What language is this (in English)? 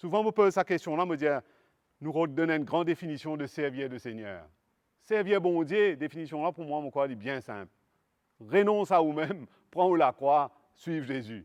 Morisyen